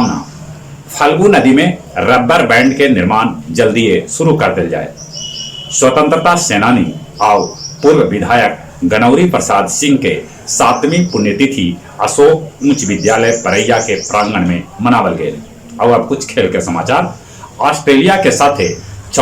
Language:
Magahi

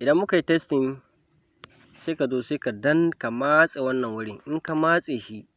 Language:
Hausa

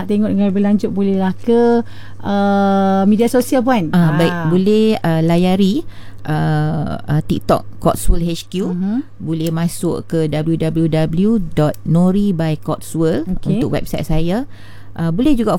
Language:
Malay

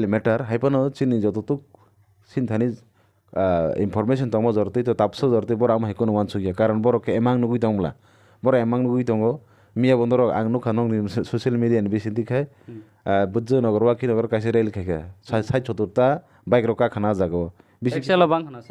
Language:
Kok Borok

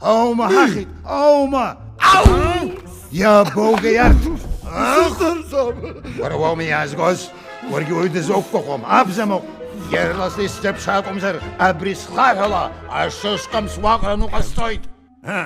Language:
Abkhazian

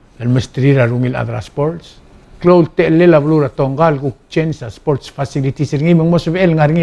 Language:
Palauan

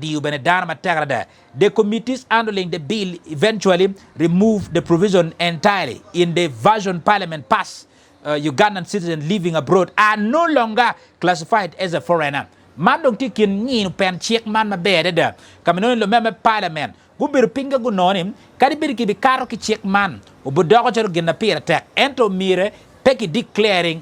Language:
Acoli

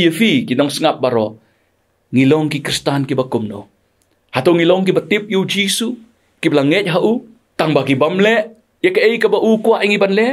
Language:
Khasi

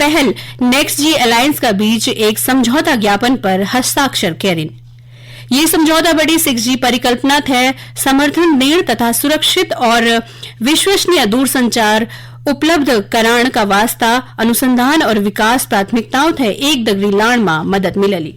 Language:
Garhwali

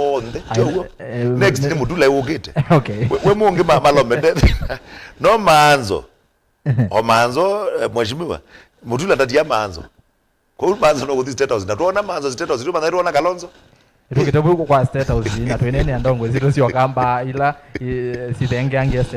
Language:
Kamba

